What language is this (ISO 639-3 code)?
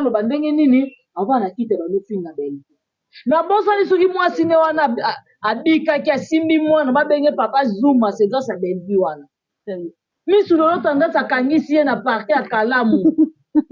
lin